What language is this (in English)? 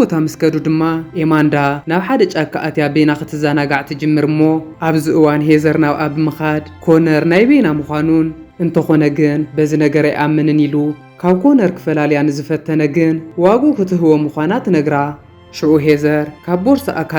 Tigrinya